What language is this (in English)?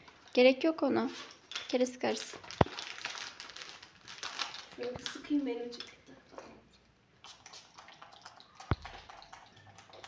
Turkish